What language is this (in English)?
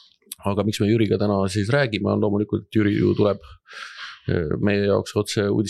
Estonian